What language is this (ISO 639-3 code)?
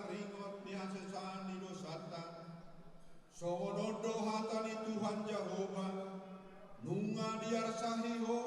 bbc